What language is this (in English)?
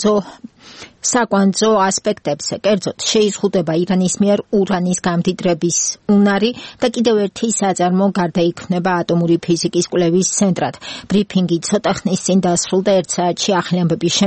Georgian